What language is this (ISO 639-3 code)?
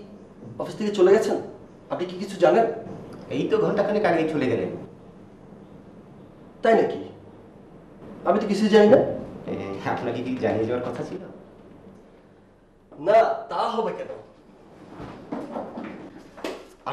ben